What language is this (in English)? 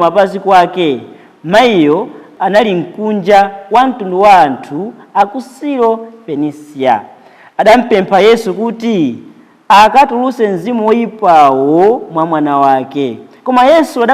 Nyanja